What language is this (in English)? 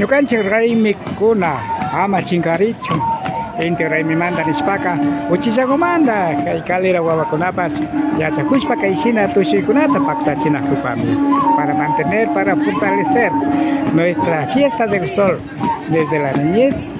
Imbabura Highland Quichua